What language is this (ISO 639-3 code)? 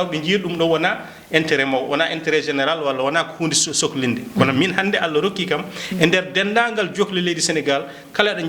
ful